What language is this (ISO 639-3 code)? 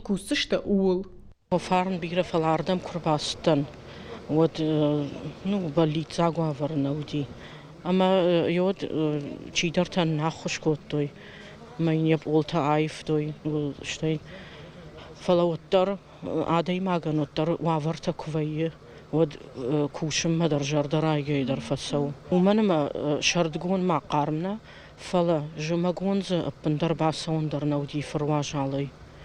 oss